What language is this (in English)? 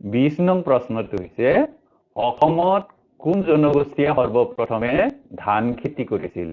Assamese